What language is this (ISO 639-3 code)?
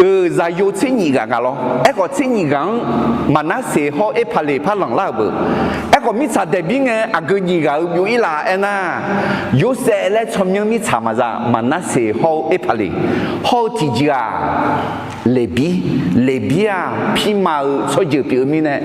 ahk